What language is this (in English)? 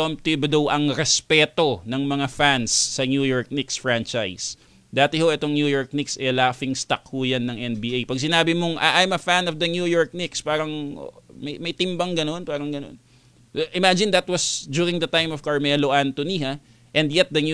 Filipino